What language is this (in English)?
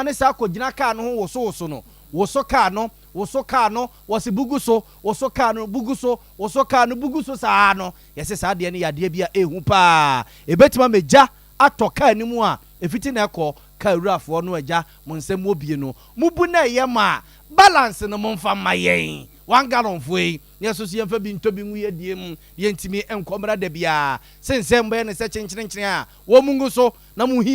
Akan